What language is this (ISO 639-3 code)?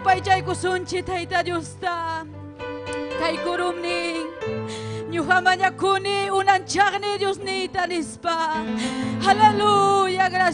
quy